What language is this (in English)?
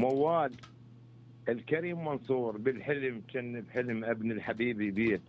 Mesopotamian Arabic